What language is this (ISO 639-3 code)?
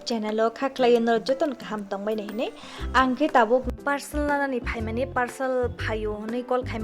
trp